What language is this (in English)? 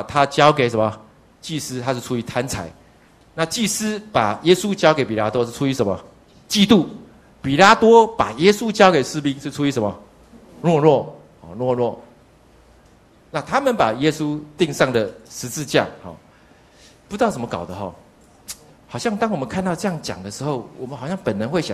Chinese